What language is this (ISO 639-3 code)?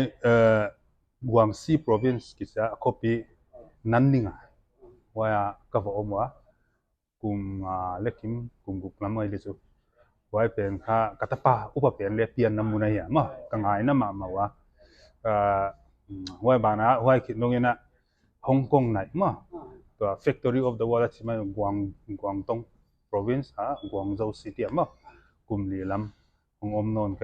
pck